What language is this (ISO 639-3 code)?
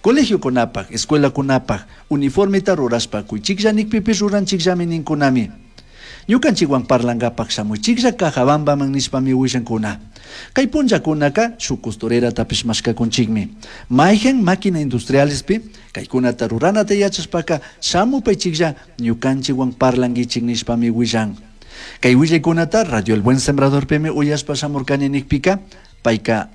qug